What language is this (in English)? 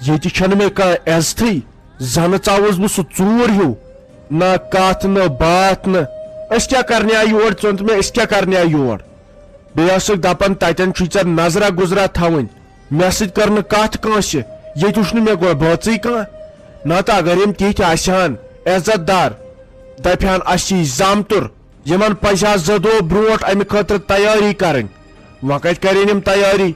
Kashmiri